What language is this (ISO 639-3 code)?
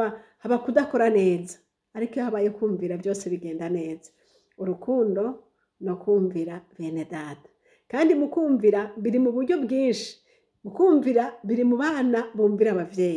run